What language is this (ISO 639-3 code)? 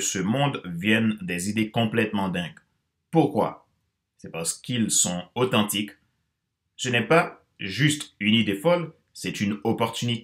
fra